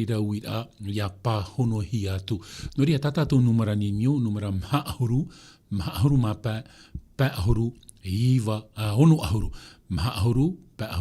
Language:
Tahitian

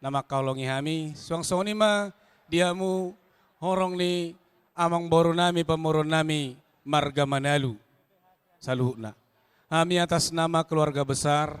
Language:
Batak Toba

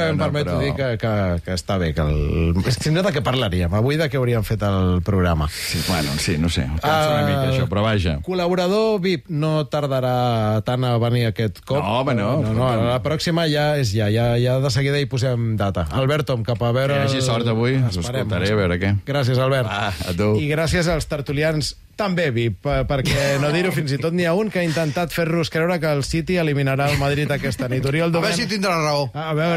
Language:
Catalan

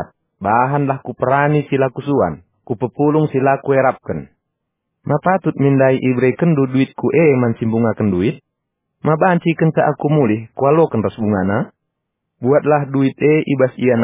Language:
Batak Karo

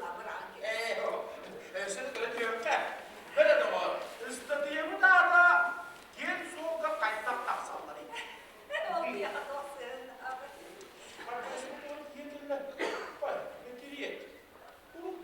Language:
Yakut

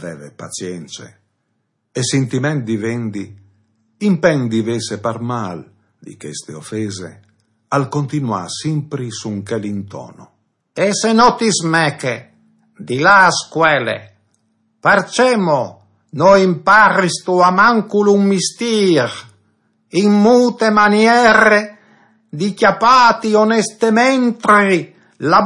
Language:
Friulian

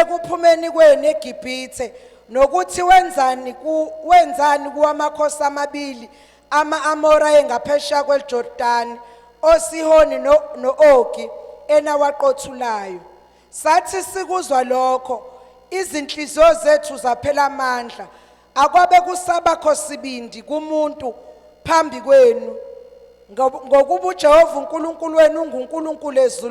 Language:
Zulu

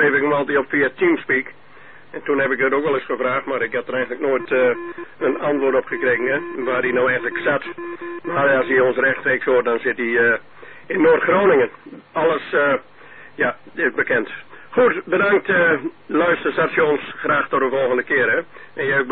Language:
Dutch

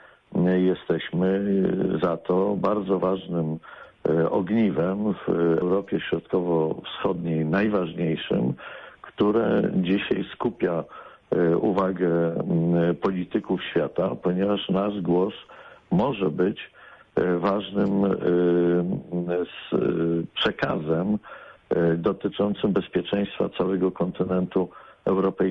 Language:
Polish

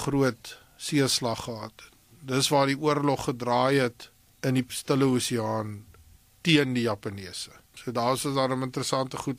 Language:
Afrikaans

